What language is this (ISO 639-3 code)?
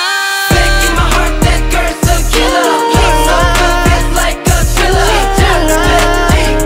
kor